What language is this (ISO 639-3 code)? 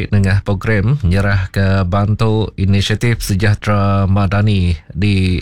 iba